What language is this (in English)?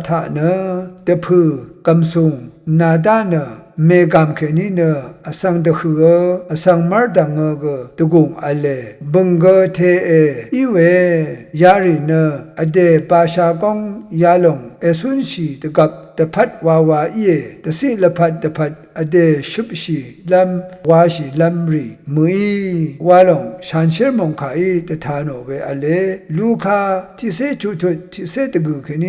Rawang